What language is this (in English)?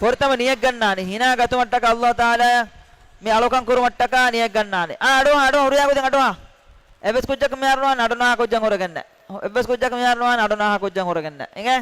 Divehi